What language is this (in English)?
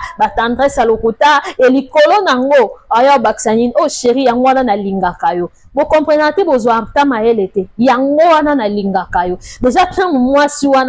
Lingala